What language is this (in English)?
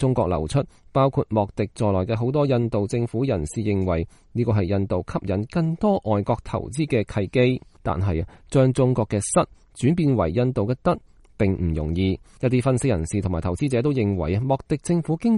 Cantonese